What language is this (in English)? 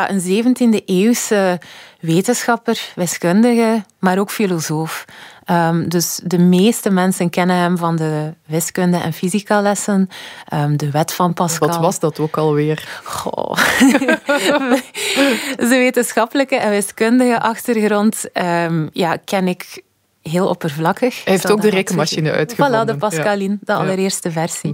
Dutch